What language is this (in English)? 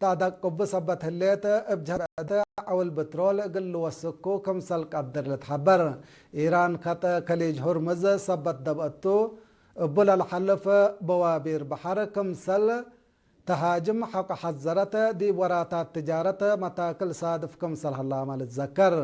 Tigre